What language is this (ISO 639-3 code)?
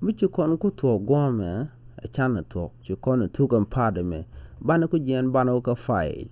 nus